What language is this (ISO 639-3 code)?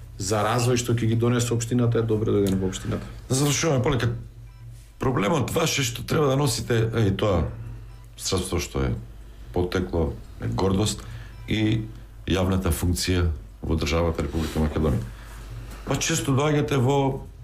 mkd